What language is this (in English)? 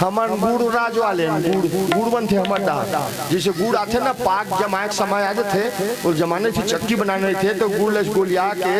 Chhattisgarhi